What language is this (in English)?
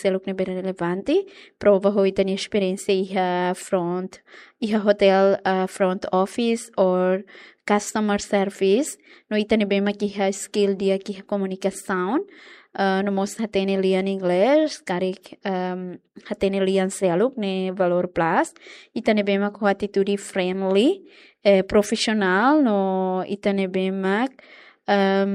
Tetum